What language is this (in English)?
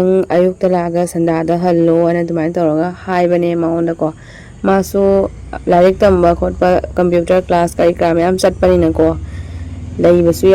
Manipuri